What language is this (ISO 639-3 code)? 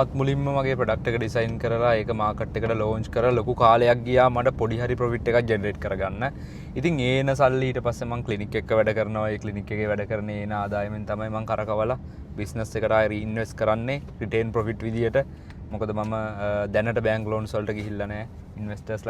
sin